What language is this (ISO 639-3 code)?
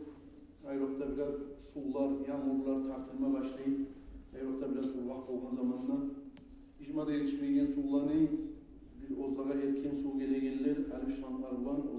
kum